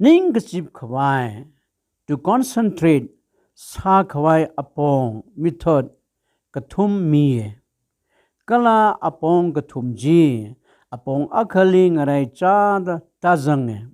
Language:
Tangkhul Naga (India)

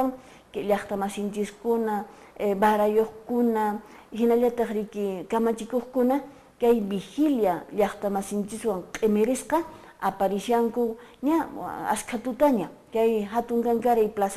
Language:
Quechua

